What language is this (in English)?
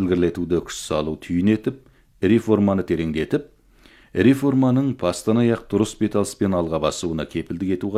Kazakh